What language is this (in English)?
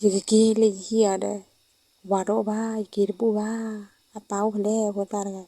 S'gaw Karen